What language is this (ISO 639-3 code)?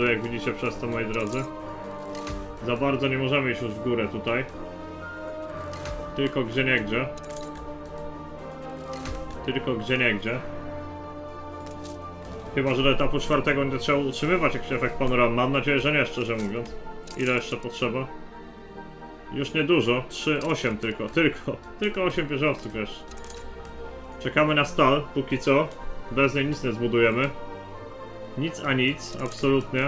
pol